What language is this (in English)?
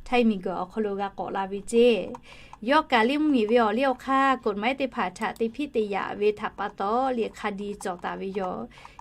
Lahu